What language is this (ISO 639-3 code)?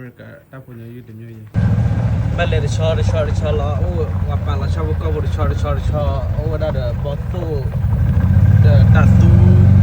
ksw